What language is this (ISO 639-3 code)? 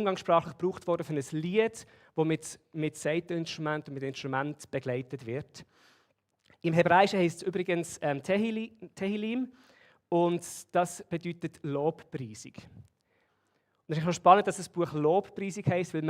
gsw